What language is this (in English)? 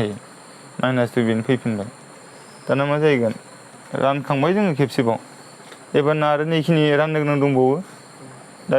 Bodo